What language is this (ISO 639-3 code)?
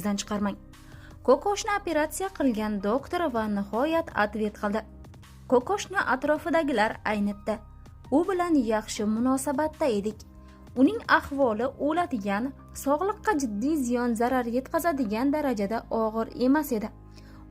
uzb